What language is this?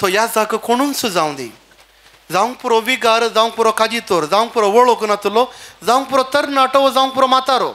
Konkani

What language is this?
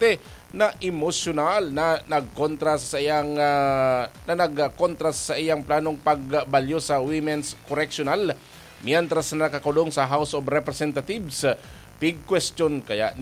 Bikol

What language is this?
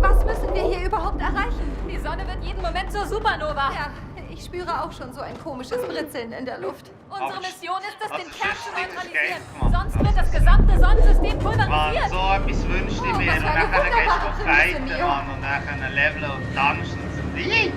Swiss German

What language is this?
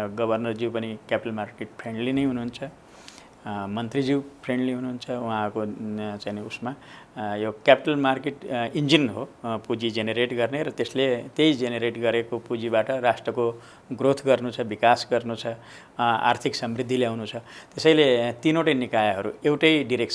Nepali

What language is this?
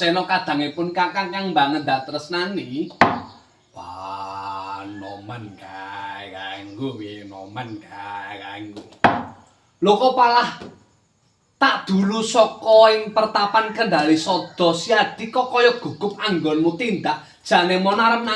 Javanese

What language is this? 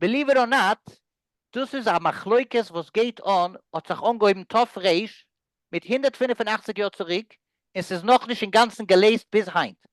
Yiddish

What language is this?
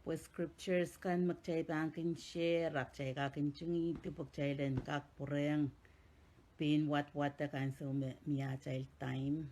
Pohnpeian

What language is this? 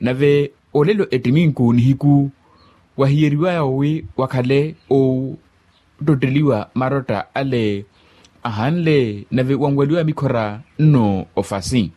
Makhuwa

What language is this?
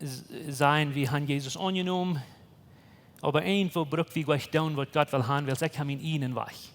Plautdietsch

